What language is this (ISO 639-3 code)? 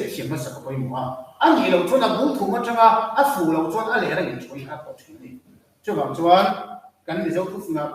lus